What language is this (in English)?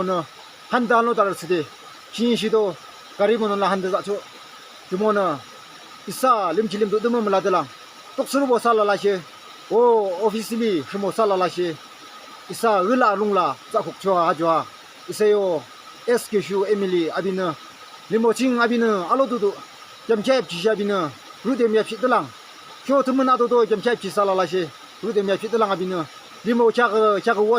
Yimchungru Naga